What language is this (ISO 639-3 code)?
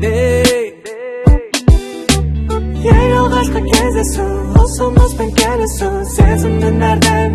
kaz